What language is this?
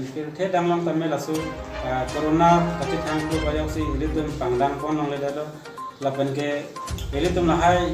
Karbi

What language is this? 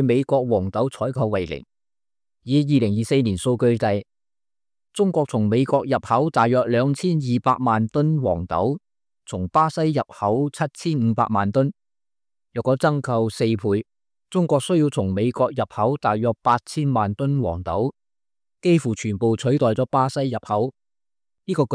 Cantonese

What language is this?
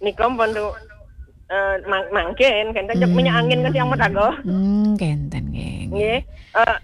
Balinese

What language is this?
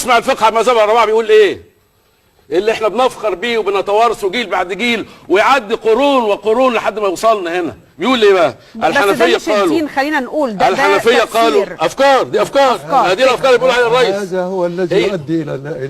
Egyptian Arabic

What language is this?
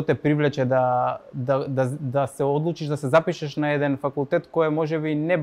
Macedonian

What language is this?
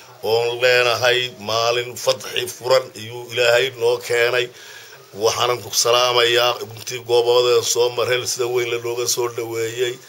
Somali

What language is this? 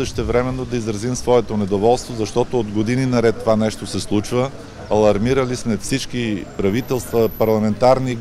Bulgarian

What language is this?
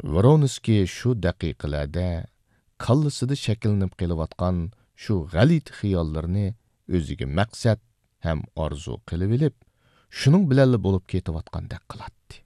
Uyghur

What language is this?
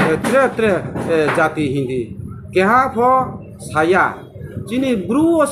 Riang (India)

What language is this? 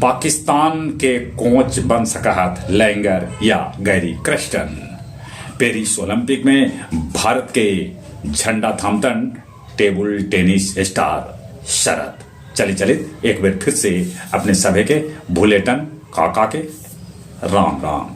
Magahi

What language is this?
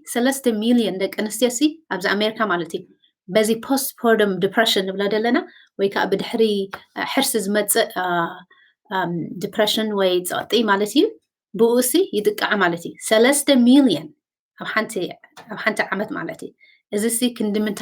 Tigrinya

